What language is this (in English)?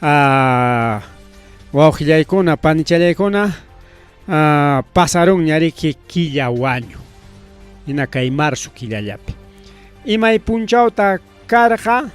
Ayacucho Quechua